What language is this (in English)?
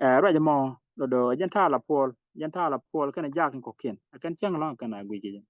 Nuer